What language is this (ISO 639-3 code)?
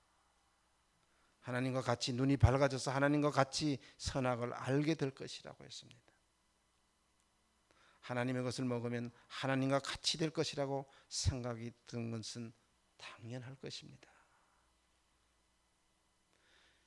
kor